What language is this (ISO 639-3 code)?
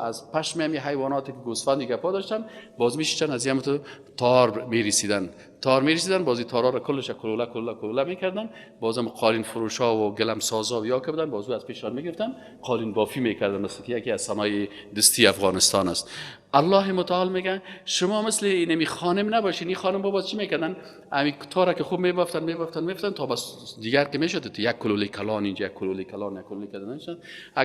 fas